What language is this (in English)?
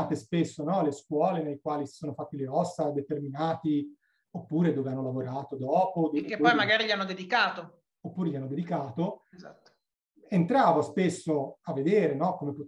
Italian